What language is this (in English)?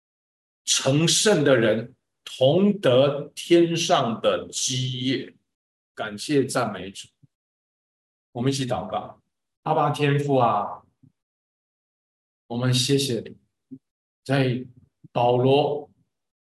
Chinese